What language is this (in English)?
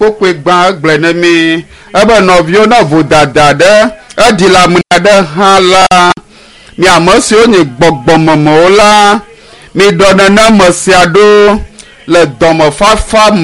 Ewe